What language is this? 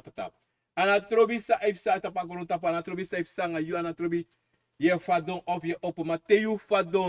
Sranan Tongo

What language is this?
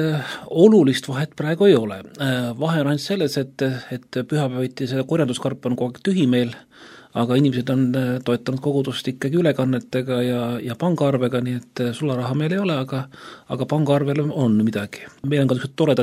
Estonian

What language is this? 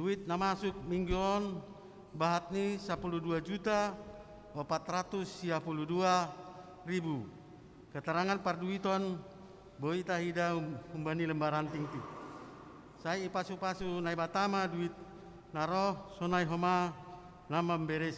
Batak Simalungun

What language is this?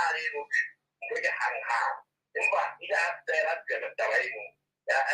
Southern Sotho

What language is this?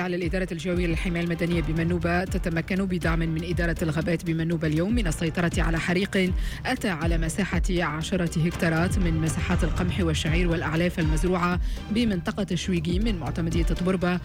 Tunisian Arabic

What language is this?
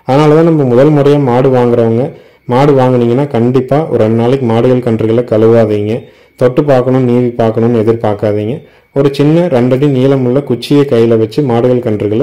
Tamil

